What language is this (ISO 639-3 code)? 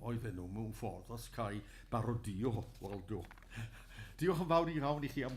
cym